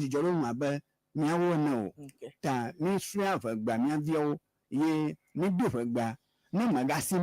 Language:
Ewe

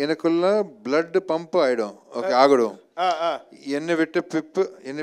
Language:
Tamil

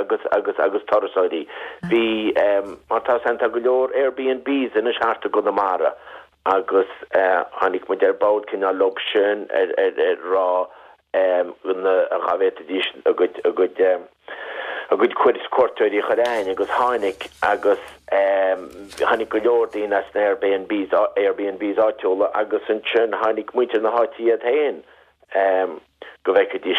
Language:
Irish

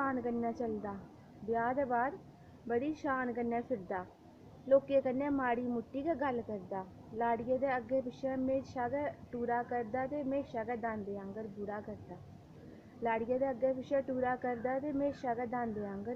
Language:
Dogri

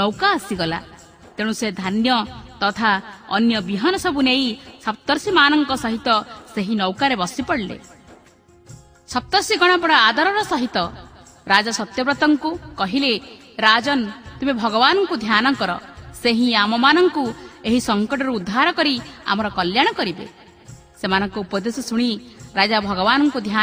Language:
Odia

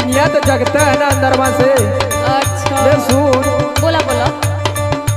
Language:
Bhojpuri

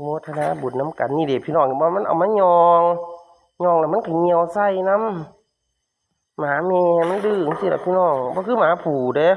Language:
Northeastern Thai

